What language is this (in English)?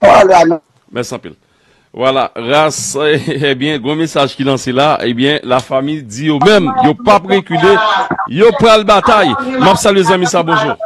Haitian Creole